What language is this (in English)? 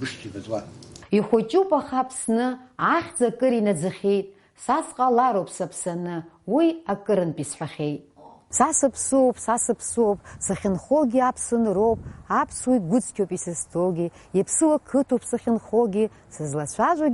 Abkhazian